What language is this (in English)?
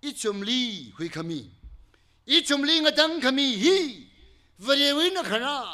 Tangkhul Naga (India)